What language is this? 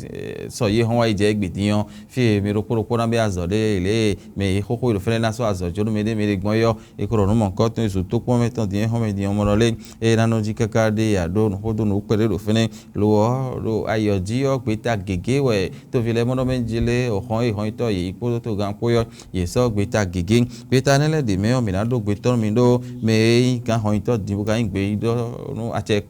Fon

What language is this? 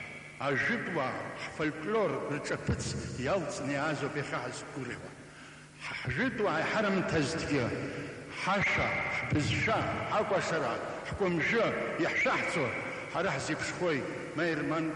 Abkhazian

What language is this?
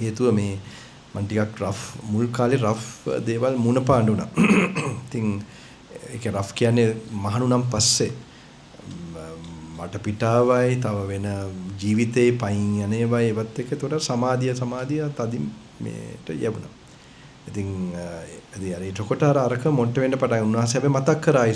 Sinhala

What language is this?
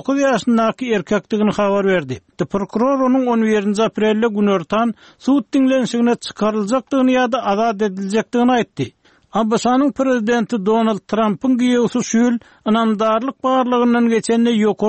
Turkmen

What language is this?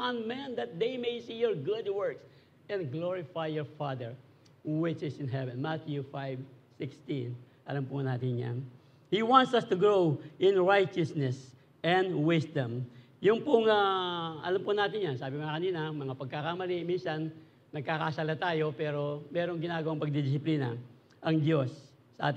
Filipino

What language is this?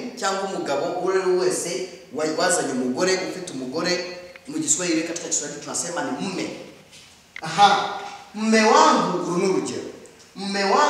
Kinyarwanda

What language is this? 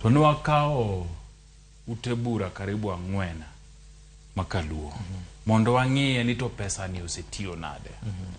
Luo (Kenya and Tanzania)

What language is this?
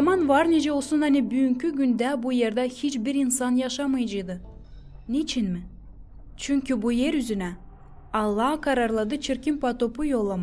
Gagauz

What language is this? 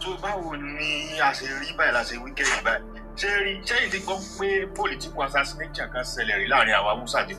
Yoruba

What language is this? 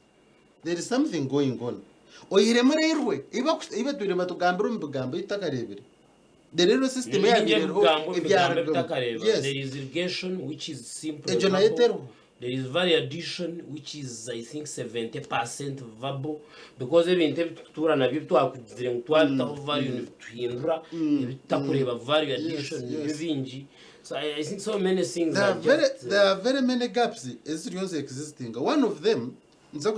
Nyankole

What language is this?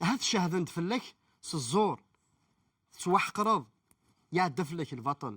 Kabyle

